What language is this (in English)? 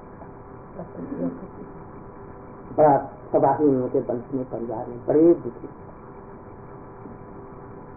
Hindi